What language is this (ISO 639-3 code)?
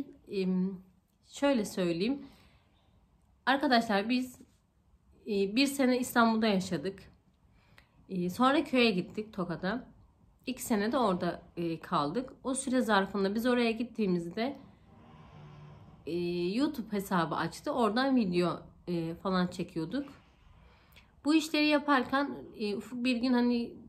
tur